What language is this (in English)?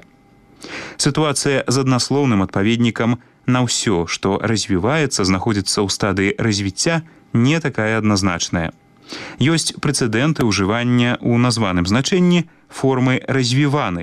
Belarusian